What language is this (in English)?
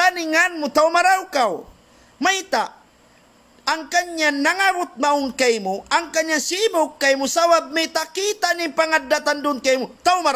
Tausug